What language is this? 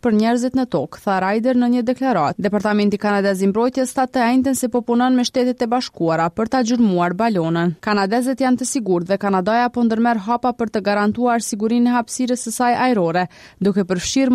Albanian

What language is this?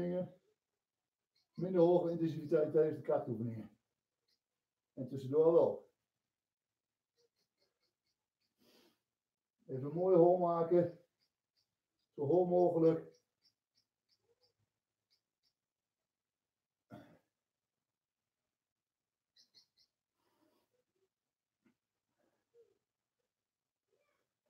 Dutch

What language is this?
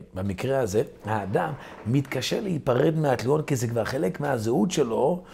Hebrew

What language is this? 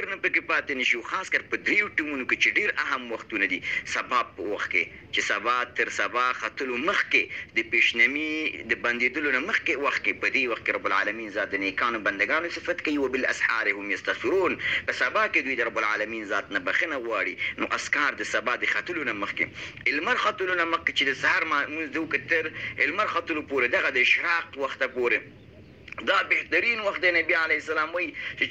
Pashto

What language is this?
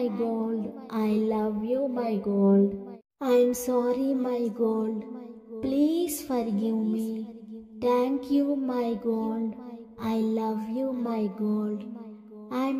English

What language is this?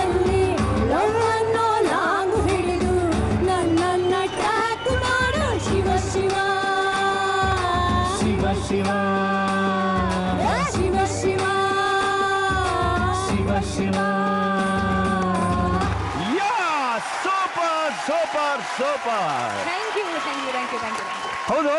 Kannada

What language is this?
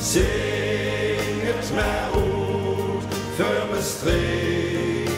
Limburgish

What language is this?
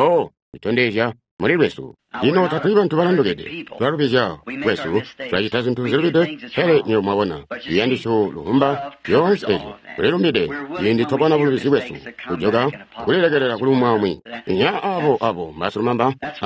Tonga (Zambia)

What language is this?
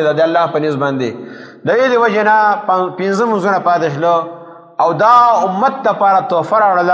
Pashto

